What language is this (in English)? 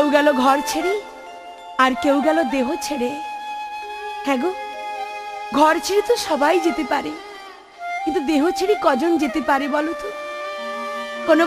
Bangla